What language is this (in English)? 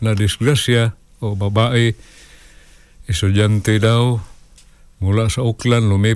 Filipino